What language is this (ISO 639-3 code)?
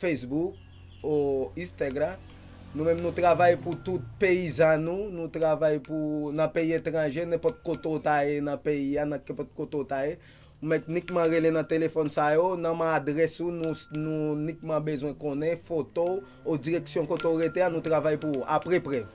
hat